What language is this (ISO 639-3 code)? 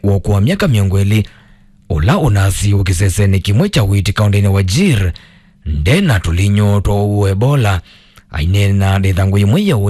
kam